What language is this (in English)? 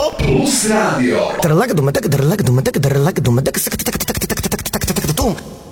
Serbian